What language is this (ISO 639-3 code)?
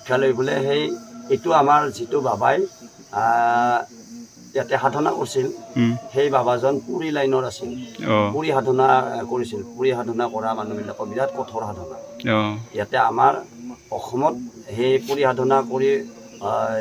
asm